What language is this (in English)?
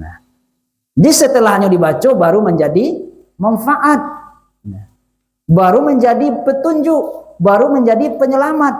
Minangkabau